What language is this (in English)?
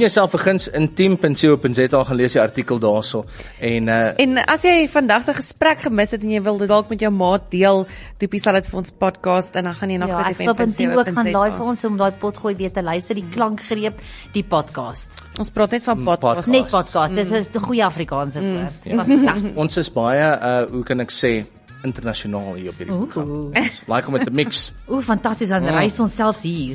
Afrikaans